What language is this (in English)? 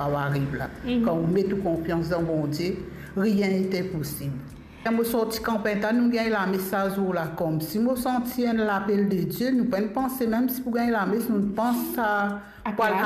Morisyen